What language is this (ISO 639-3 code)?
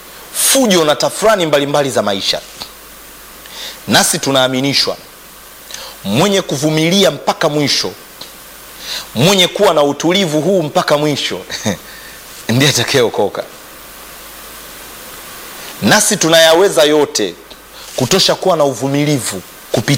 swa